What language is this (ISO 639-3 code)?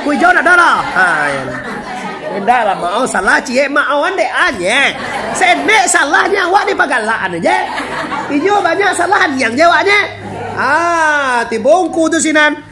min